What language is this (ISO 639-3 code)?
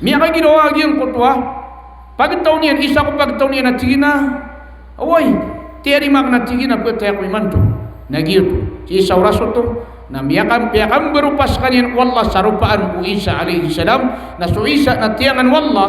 mrw